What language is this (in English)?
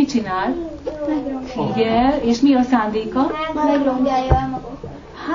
Hungarian